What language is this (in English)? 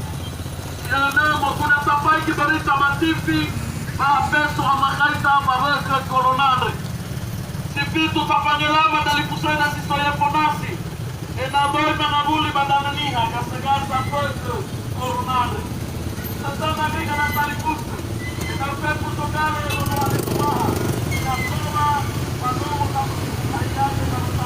Nias